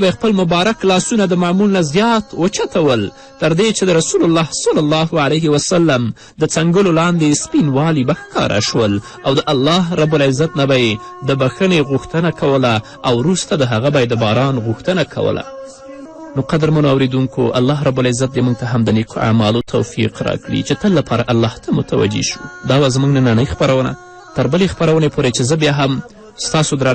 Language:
Pashto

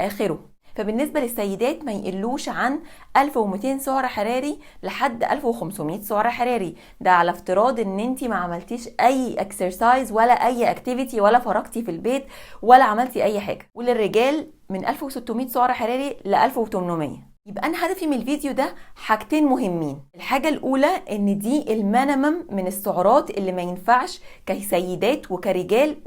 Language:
Egyptian Arabic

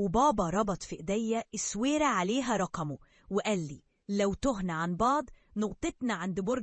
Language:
Egyptian Arabic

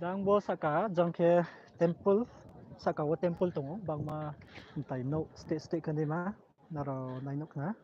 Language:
Riang (India)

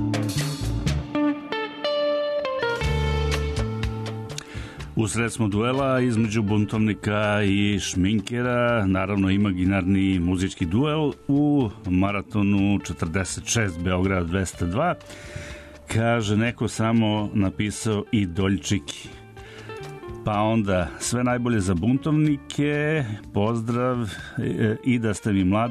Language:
Serbian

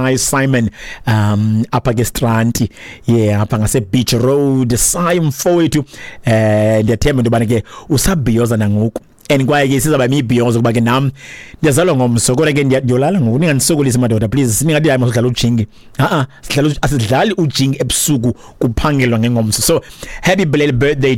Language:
Xhosa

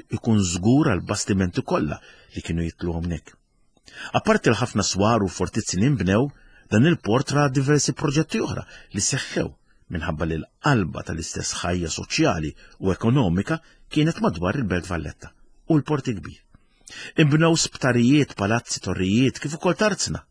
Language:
Maltese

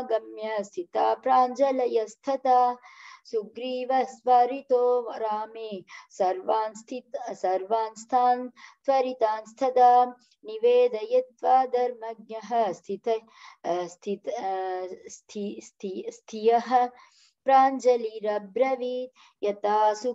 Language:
Sanskrit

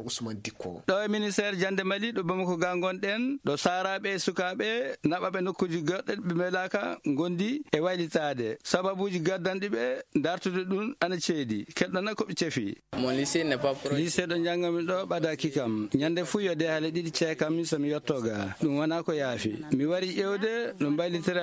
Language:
Fula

